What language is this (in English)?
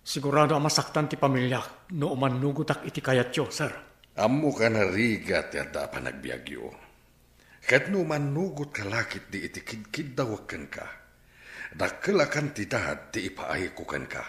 Iloko